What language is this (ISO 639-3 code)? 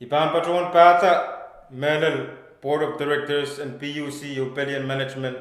pon